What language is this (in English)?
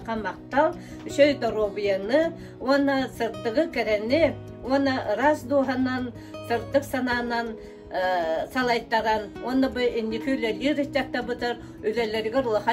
Yakut